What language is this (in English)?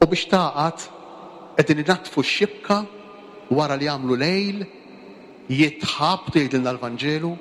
Maltese